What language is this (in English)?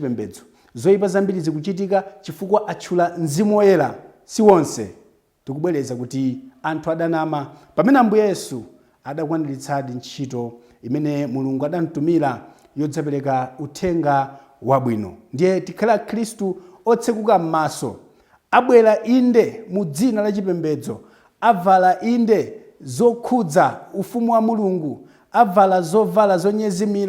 Nyanja